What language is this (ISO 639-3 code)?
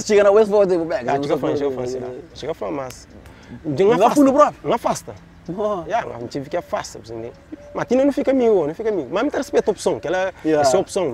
kea